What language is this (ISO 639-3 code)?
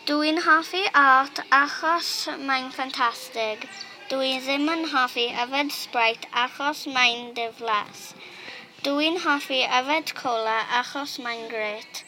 cym